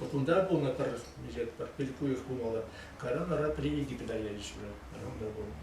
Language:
Chuvash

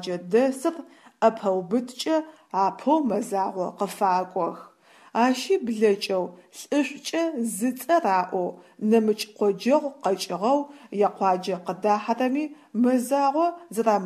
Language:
Adyghe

